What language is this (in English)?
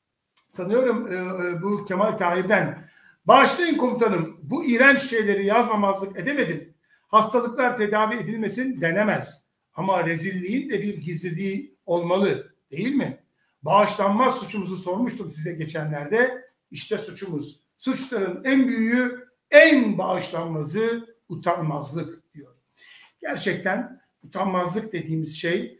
Turkish